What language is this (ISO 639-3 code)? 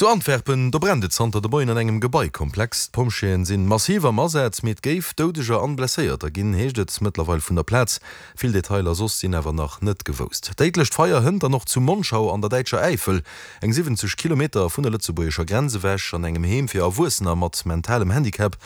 ltz